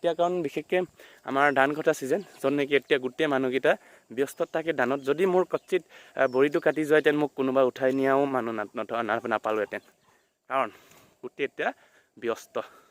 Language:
Assamese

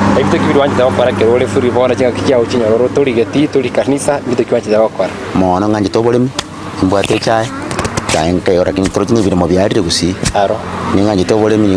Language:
Gusii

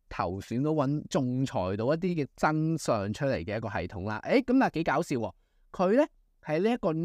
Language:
Cantonese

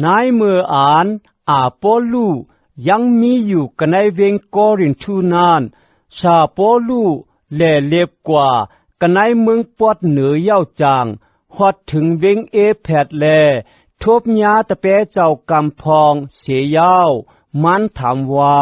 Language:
Shan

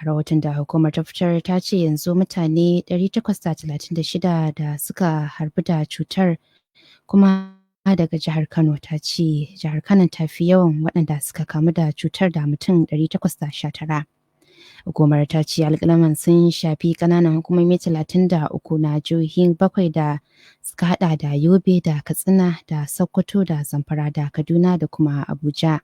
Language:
Hausa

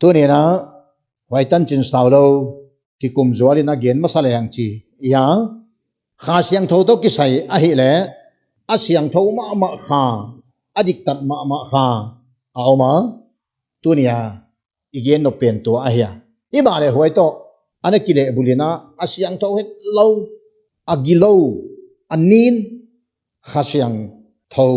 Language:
Paite Chin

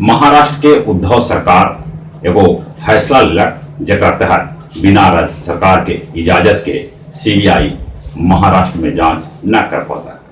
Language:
Magahi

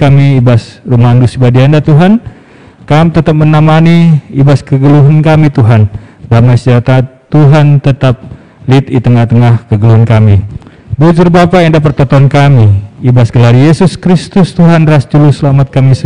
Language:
Batak Karo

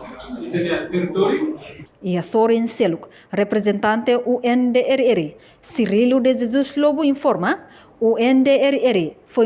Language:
Tetum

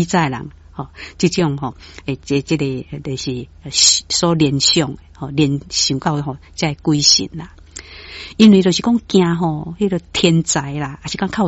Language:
Min Nan Chinese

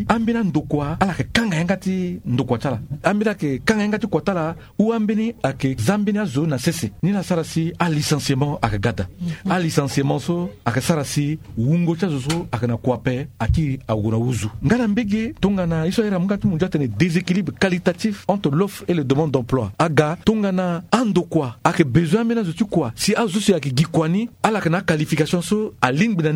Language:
Sango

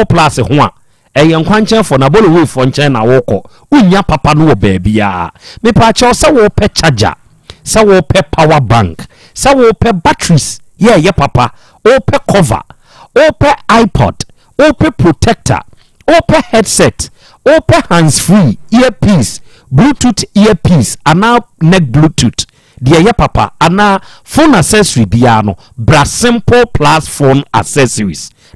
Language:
Akan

